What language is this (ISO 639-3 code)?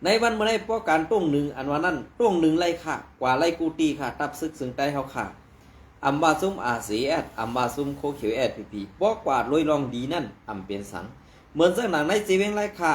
shn